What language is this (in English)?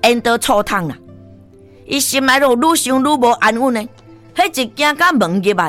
Min Nan Chinese